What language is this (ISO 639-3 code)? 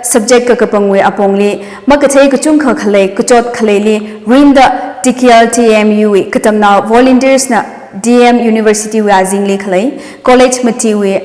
nmf